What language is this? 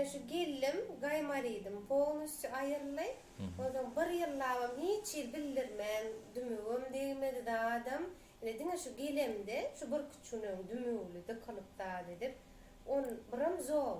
Turkmen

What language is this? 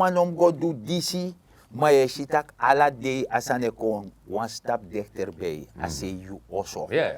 Sranan Tongo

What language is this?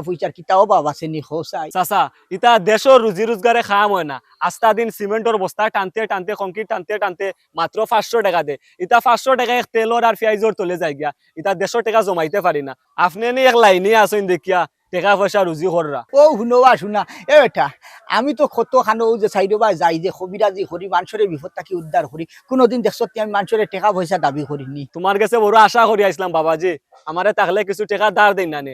Sylheti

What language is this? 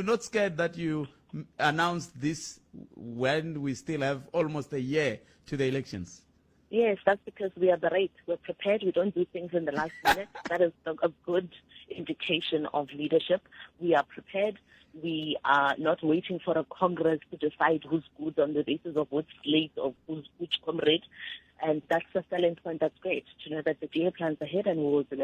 Tsonga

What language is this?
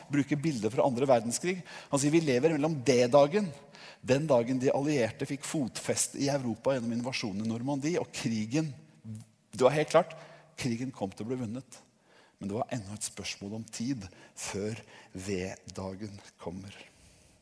Norwegian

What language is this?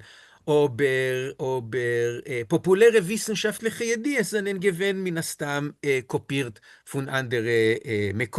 Yiddish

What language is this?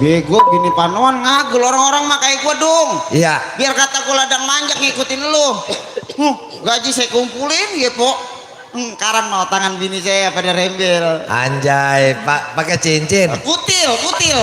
Betawi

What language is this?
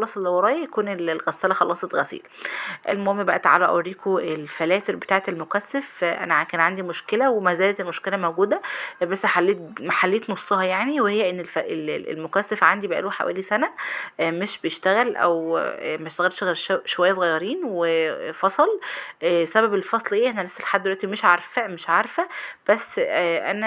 Egyptian Arabic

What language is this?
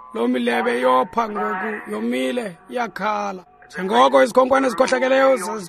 Xhosa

